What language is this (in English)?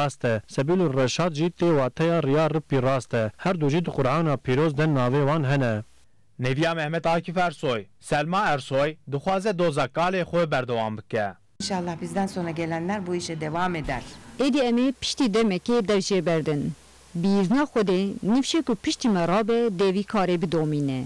Kurdish